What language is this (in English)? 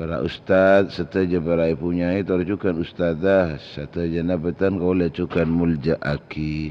Madurese